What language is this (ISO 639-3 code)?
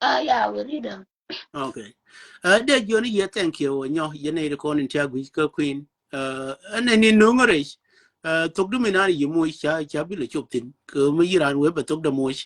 nus